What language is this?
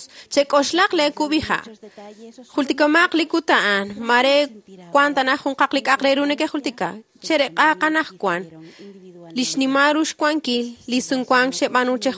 Kekchí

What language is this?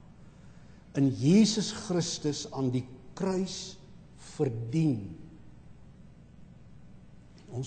Afrikaans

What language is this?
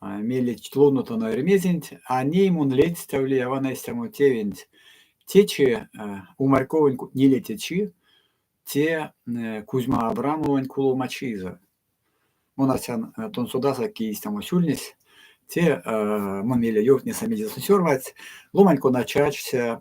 Erzya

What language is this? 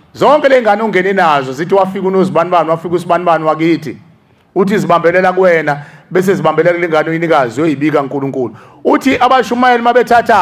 Zulu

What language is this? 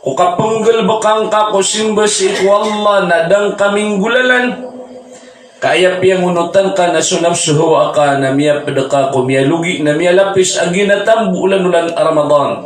Maranao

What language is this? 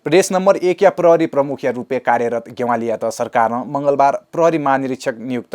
Newari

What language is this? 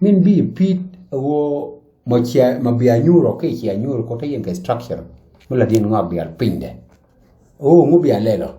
Nuer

